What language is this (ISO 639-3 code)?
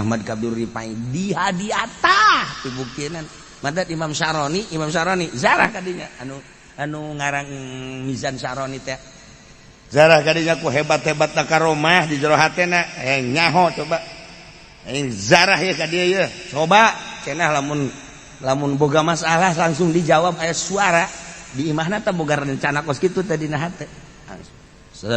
sun